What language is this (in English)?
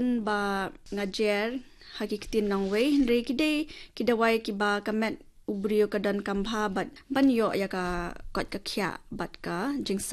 Khasi